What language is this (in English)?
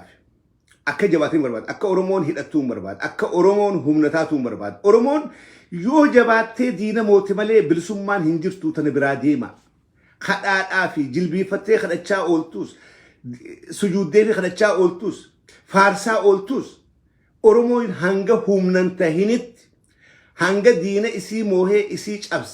Oromo